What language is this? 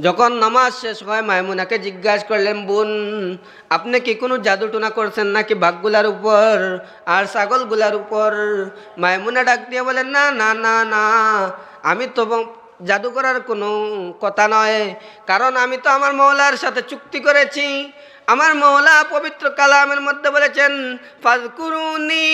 Sylheti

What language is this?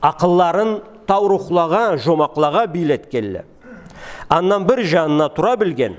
Karachay-Balkar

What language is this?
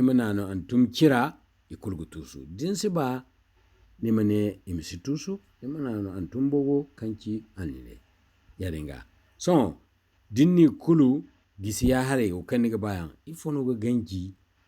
Zarma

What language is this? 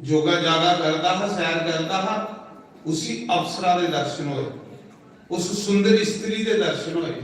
Dogri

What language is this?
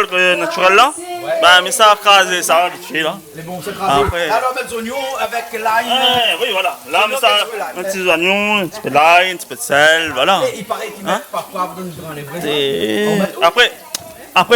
Réunion Creole French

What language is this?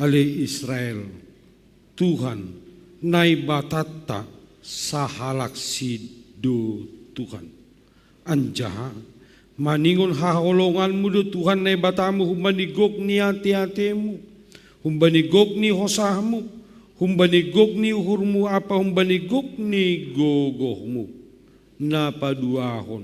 Batak Simalungun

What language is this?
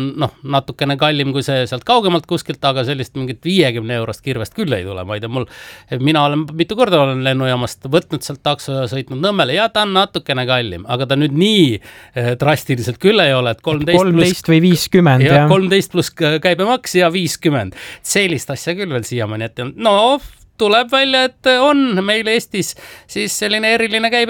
Estonian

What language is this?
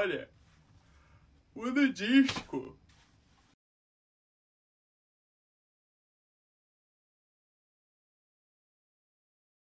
Portuguese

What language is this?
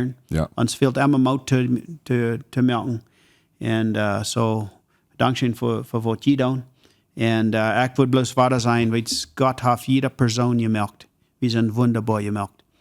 Plautdietsch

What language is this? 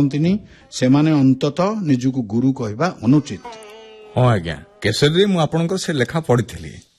Odia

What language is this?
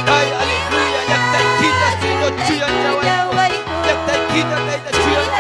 Ayacucho Quechua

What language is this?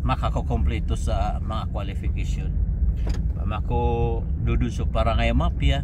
Maranao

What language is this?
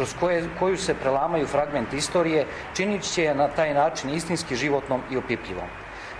Serbian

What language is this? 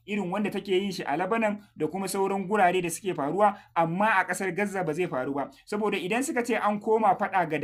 Hausa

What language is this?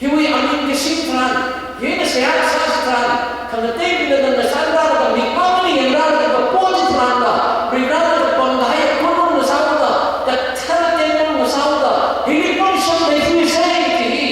Tangkhul Naga (India)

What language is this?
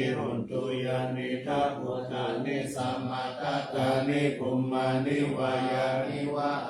Pali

